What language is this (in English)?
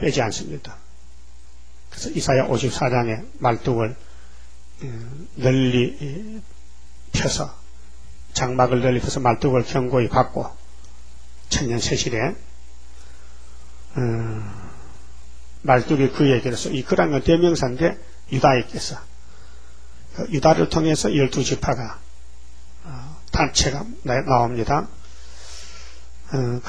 Korean